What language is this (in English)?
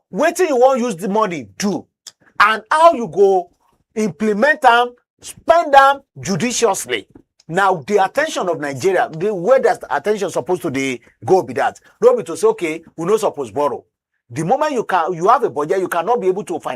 Nigerian Pidgin